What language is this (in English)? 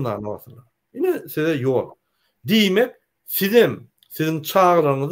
Turkmen